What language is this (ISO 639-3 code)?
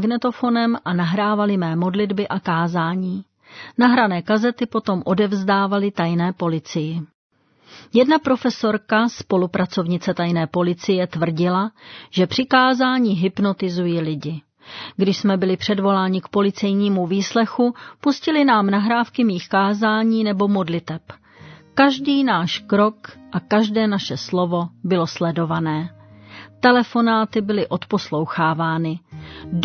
ces